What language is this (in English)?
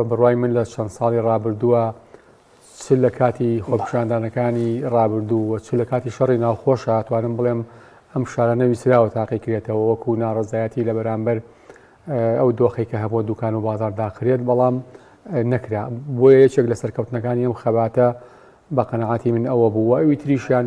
Central Kurdish